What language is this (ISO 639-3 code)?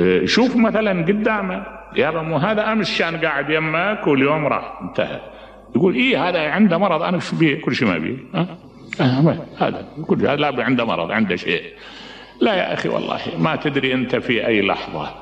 acm